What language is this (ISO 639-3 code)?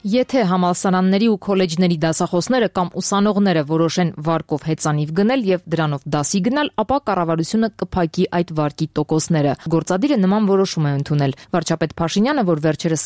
hye